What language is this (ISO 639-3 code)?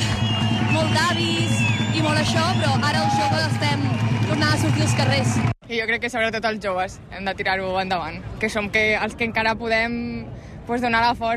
cat